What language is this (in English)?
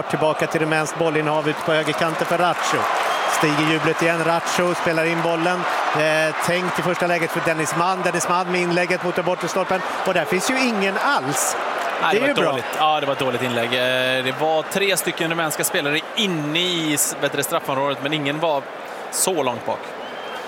Swedish